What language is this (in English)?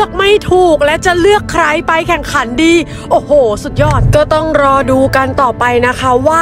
Thai